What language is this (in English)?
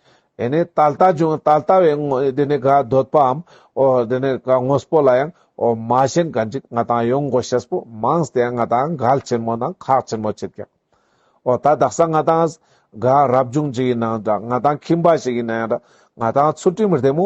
Ladakhi